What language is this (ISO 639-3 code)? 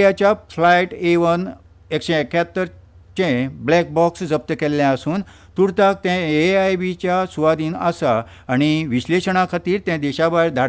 kok